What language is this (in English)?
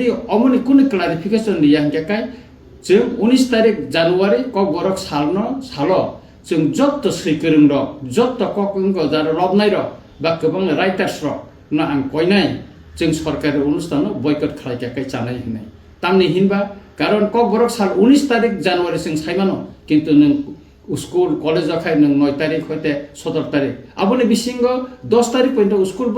Kok Borok